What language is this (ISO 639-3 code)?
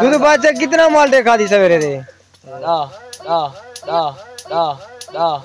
skr